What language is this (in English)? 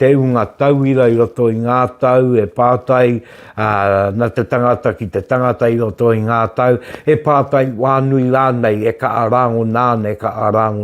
Māori